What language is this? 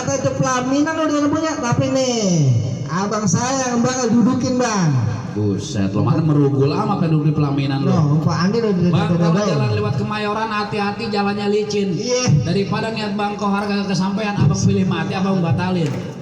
Betawi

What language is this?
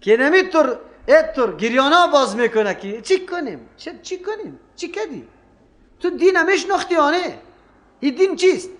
Persian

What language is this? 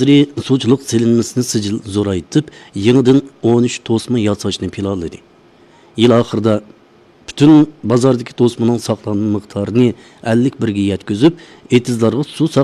Uyghur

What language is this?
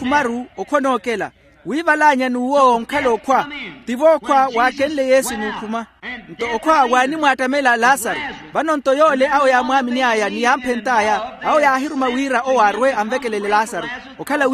Makhuwa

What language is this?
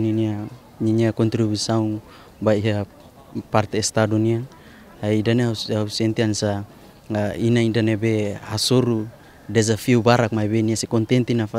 Tetum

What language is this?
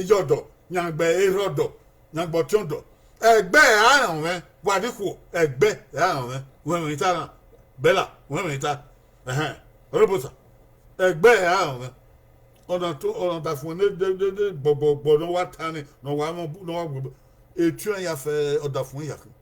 Bini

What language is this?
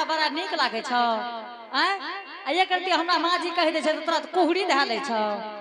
Angika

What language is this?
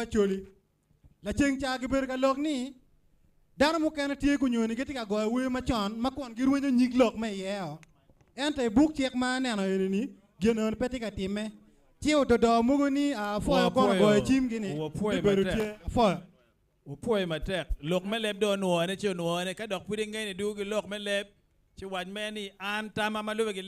Acoli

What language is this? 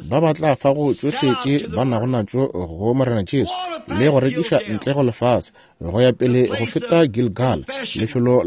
Northern Sotho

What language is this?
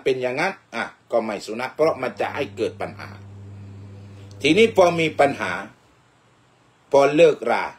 Thai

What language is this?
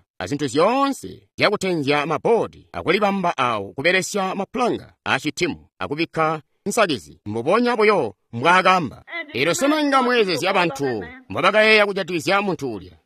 Tonga (Zambia)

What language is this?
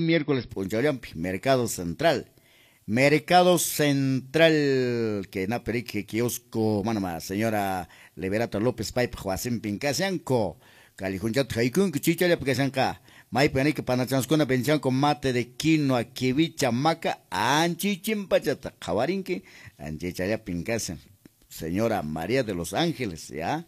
Quechua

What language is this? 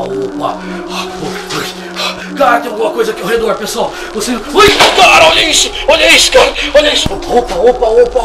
Portuguese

